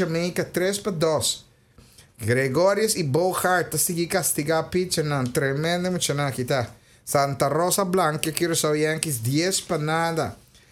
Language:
Papiamento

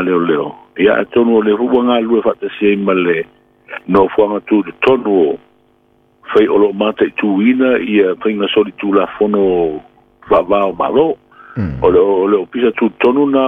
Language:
Samoan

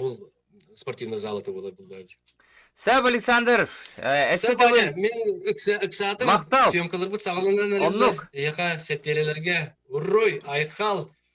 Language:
Yakut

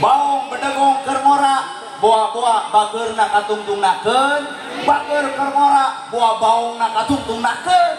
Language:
Sundanese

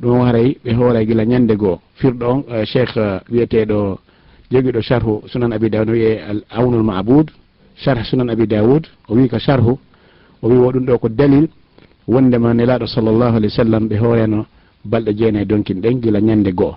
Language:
Fula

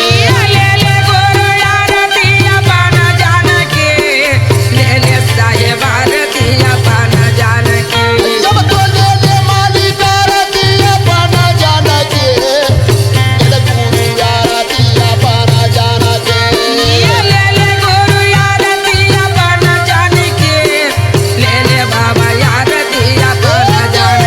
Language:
Chhattisgarhi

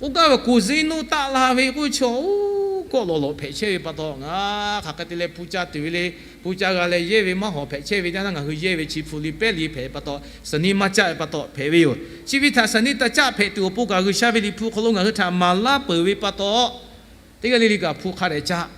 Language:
Lahu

